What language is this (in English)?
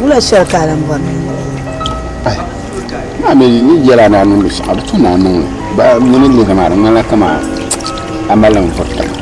Dagbani